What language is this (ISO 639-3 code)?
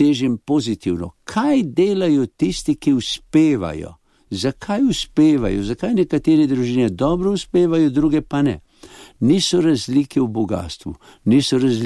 slv